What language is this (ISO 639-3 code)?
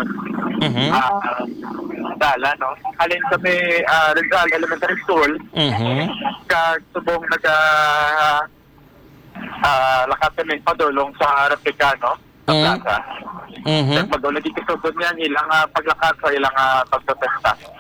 hil